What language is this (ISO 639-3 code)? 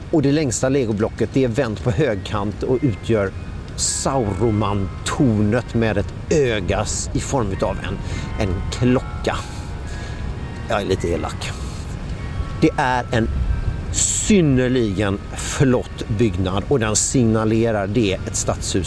swe